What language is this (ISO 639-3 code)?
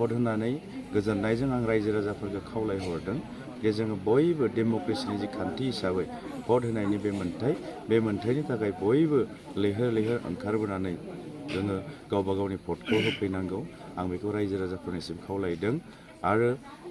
brx